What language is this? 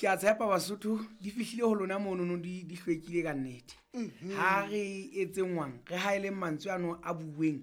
Southern Sotho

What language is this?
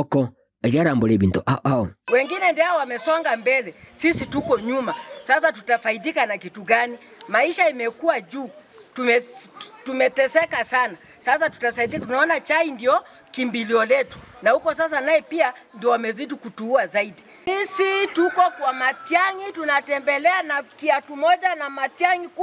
Gusii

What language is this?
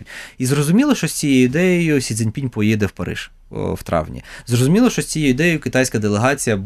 Ukrainian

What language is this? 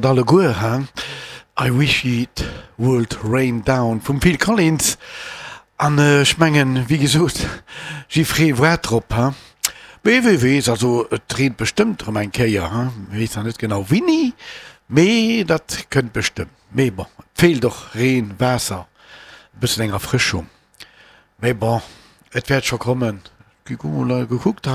Luxembourgish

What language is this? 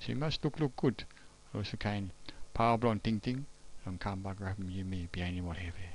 Tok Pisin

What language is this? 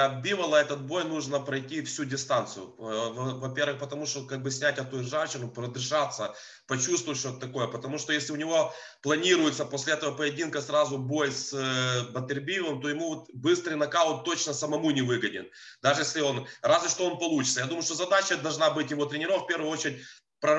Russian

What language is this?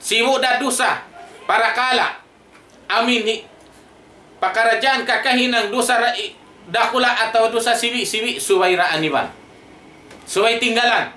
Tausug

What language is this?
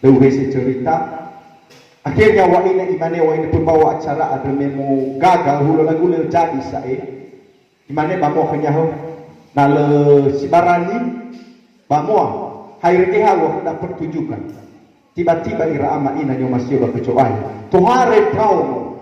Nias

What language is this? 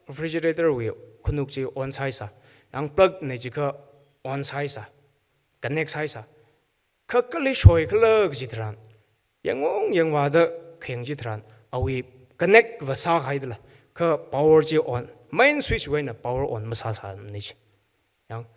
Tangkhul Naga (India)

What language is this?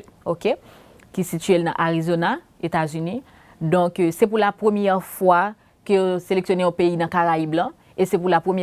Haitian Creole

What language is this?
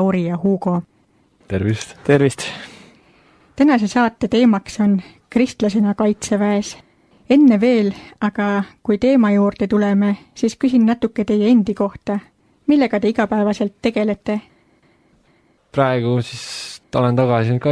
Estonian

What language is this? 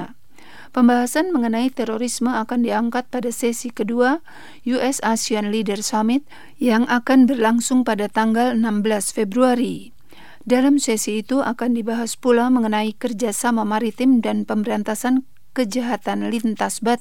Indonesian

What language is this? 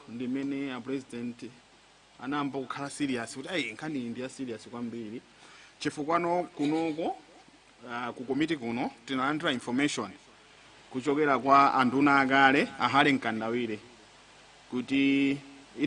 Nyanja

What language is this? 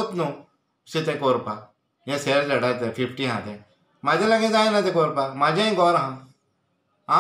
Konkani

